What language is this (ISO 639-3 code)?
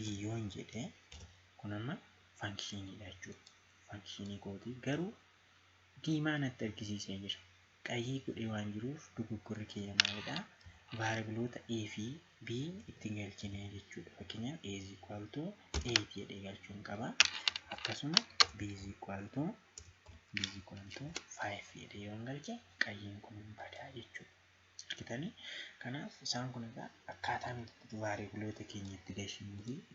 orm